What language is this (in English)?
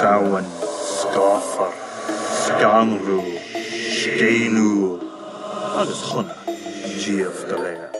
Irish